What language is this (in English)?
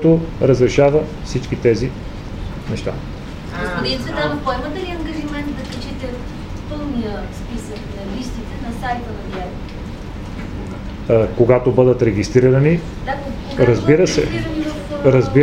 Bulgarian